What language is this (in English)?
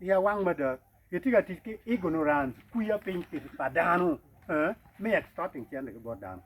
Acoli